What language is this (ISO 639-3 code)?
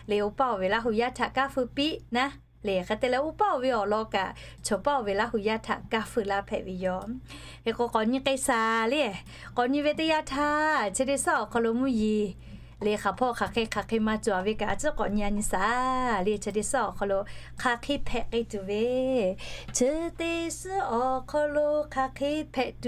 lhu